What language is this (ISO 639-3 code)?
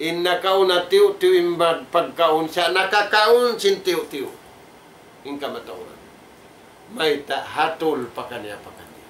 tsg